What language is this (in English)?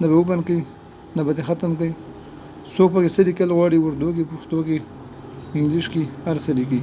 Pashto